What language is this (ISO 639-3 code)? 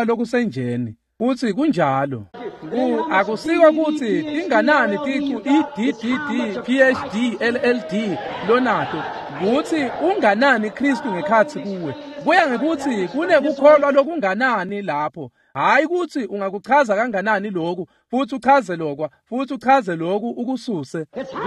ssw